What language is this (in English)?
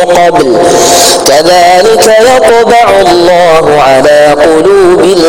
Arabic